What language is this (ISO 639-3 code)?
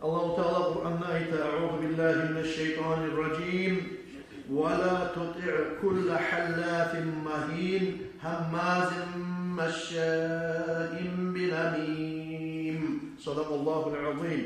kum